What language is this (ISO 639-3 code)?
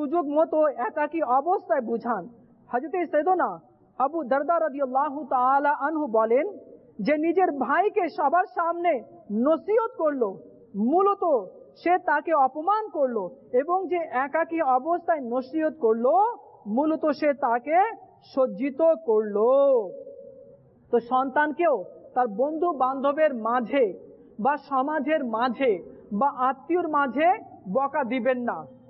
ben